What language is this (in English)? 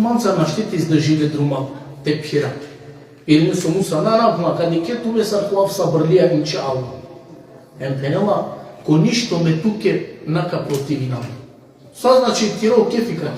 Balkan Romani